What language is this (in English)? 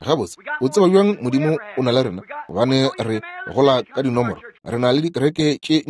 Northern Sotho